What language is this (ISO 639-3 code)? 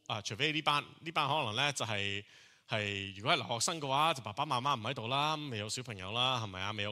yue